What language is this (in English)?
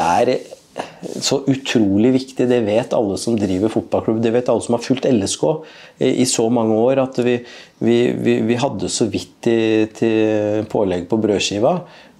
Norwegian